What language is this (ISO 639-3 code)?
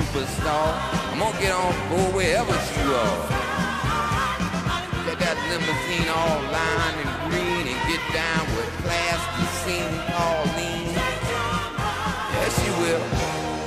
eng